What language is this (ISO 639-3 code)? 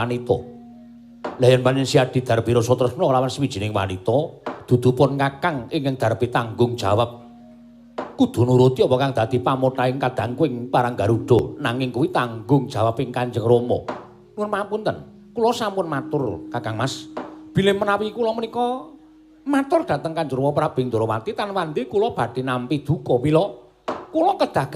jav